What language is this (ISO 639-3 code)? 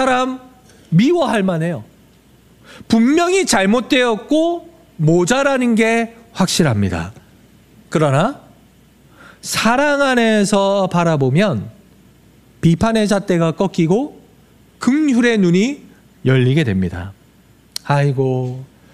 kor